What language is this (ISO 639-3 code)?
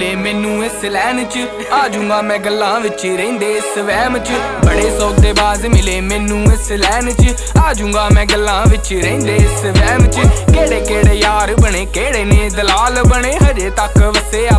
pan